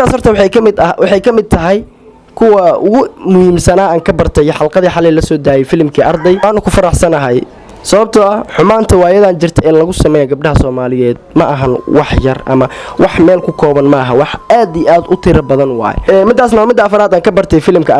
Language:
Somali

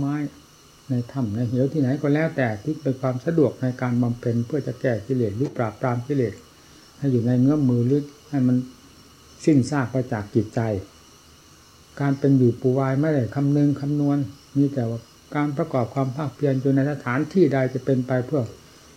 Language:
Thai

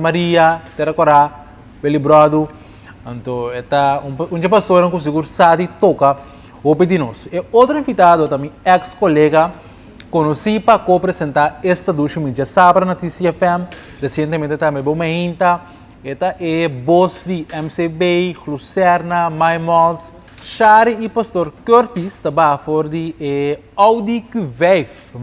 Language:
Papiamento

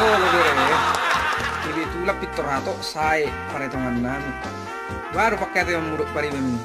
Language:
Batak Toba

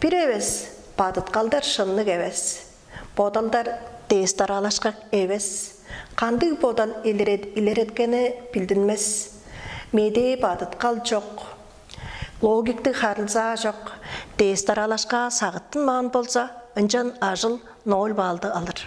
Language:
Tuvinian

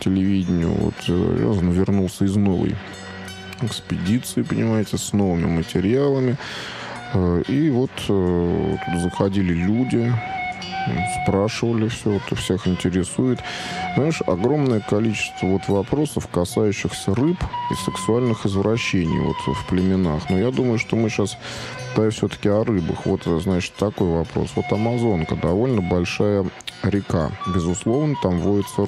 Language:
Russian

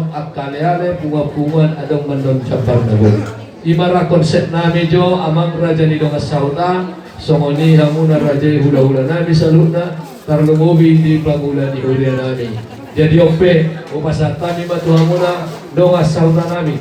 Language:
Batak Toba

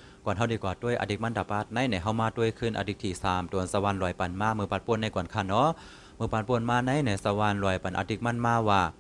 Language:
Shan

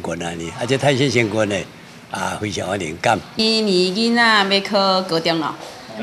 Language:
Min Nan Chinese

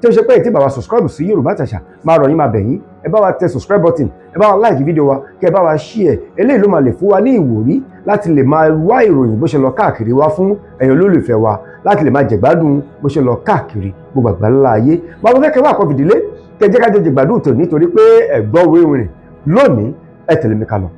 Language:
Yoruba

